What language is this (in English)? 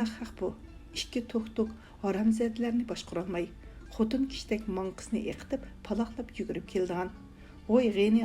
Uyghur